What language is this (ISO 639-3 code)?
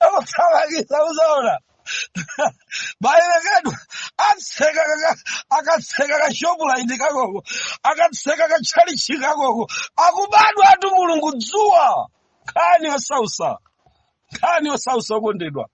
nya